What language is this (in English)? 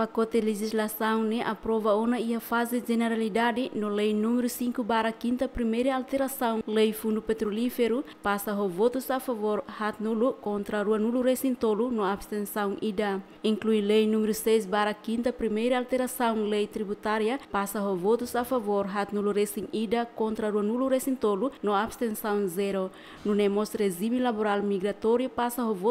Tetum